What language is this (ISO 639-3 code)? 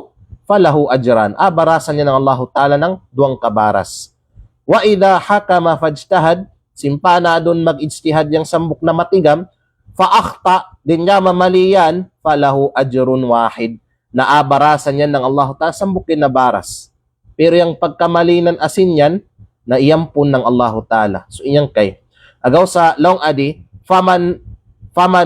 kqe